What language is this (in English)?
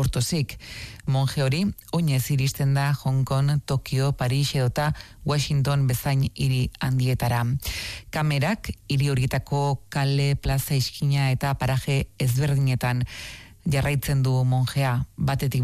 Basque